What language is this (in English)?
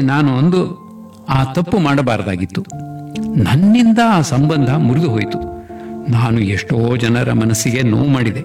Kannada